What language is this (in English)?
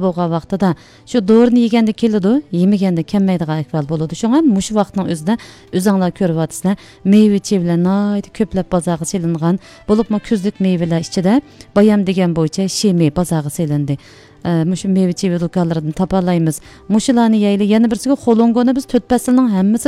Uyghur